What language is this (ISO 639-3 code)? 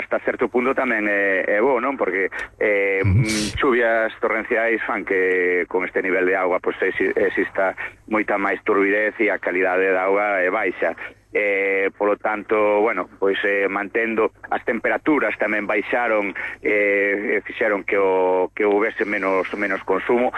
glg